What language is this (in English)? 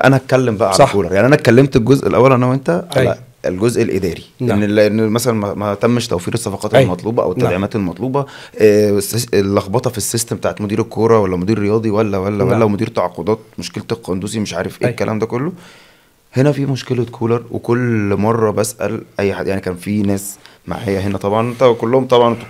Egyptian Arabic